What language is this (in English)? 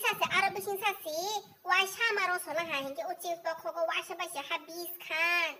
Kok Borok